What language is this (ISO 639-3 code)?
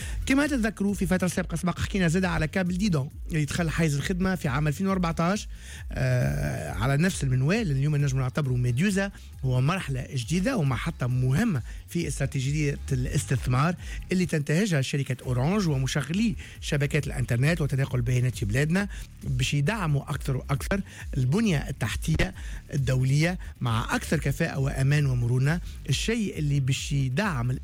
aeb